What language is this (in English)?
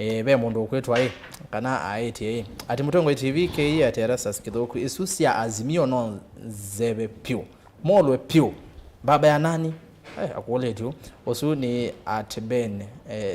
Kamba